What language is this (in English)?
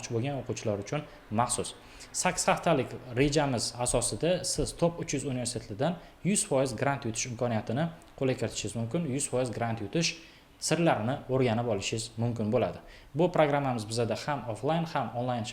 Uzbek